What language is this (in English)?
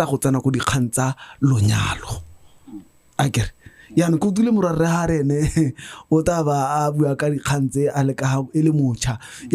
Tswana